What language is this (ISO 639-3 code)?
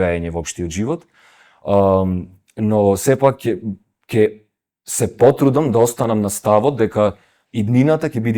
mkd